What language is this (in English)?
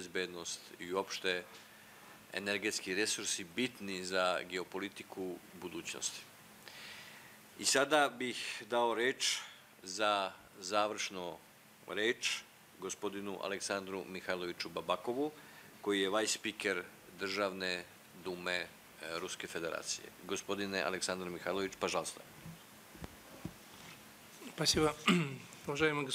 Serbian